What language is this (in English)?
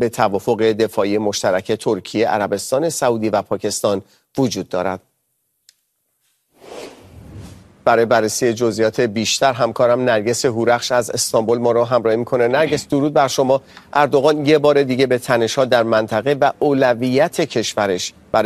Persian